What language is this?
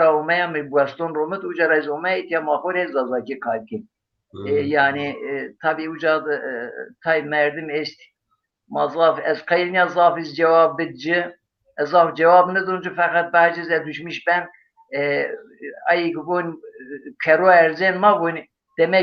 Zaza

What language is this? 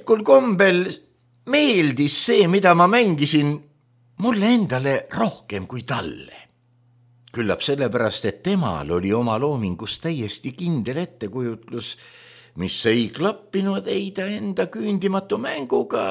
Estonian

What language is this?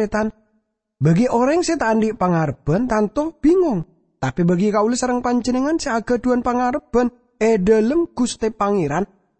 Madurese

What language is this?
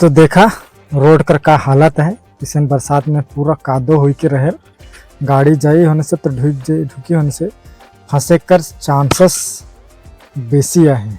Sadri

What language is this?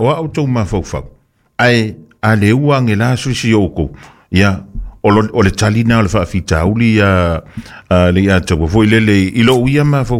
Samoan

